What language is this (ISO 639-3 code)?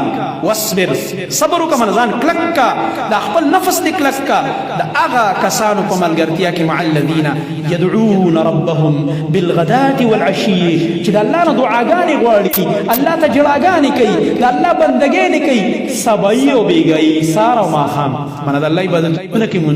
pus